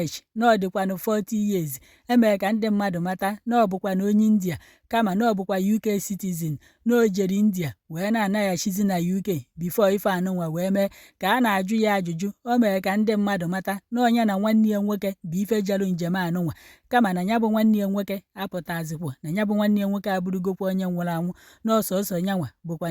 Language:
Igbo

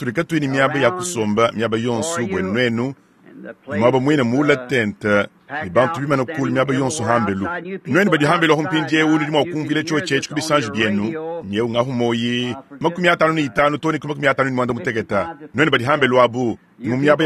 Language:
Luba-Lulua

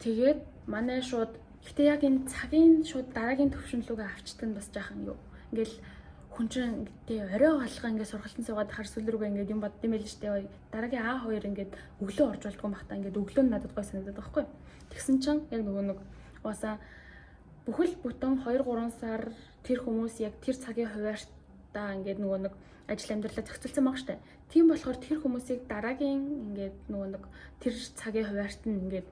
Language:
Mongolian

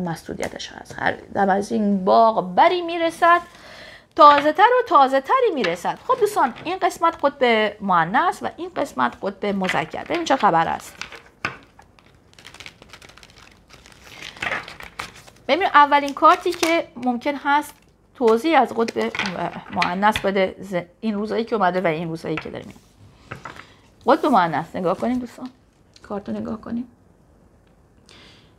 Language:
Persian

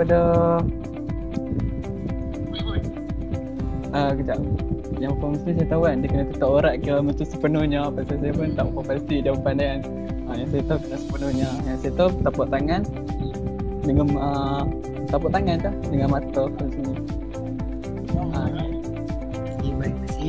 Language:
Malay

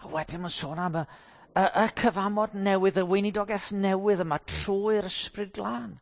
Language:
Welsh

